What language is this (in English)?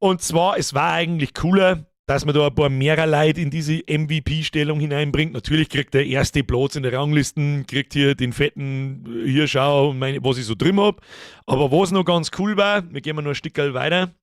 Bavarian